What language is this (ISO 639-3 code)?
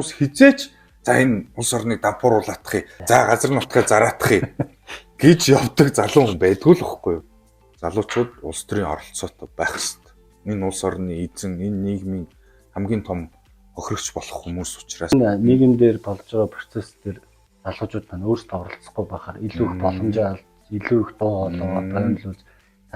mon